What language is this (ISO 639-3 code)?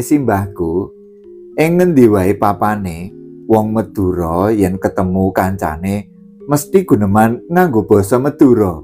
jav